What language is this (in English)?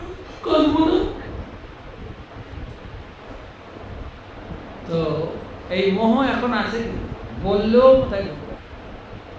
Bangla